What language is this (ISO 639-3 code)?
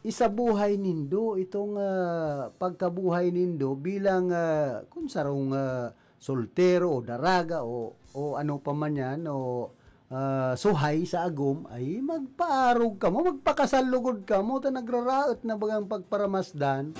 bik